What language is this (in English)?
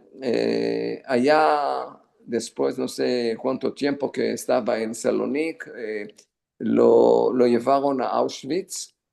Ladino